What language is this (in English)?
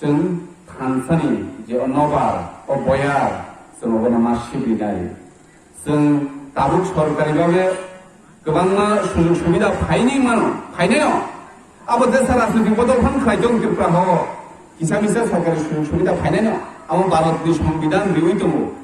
Kok Borok